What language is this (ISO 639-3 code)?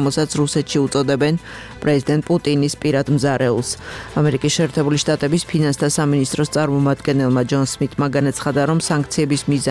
kat